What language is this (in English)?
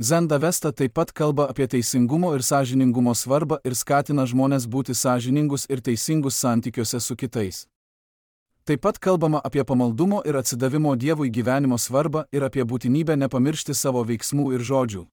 Lithuanian